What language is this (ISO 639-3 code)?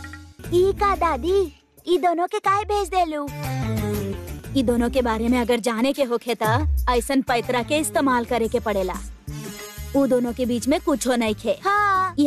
bho